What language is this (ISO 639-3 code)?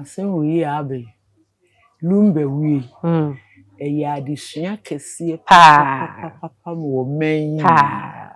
aka